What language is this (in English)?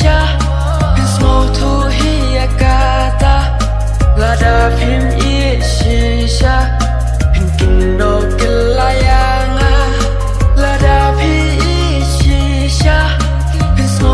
Khasi